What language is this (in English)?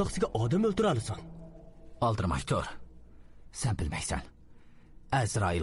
Uyghur